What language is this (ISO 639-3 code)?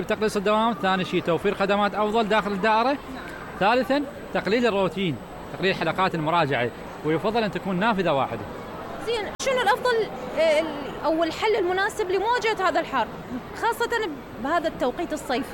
acm